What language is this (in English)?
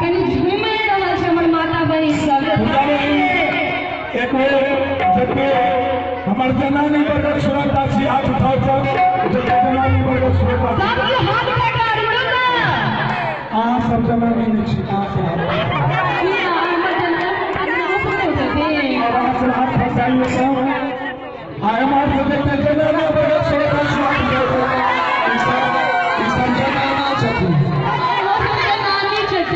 Maithili